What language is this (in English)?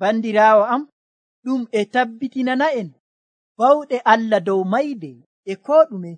Nigerian Fulfulde